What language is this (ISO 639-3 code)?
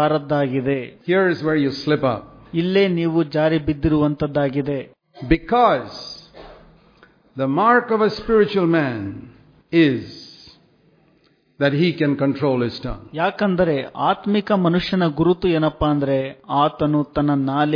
kan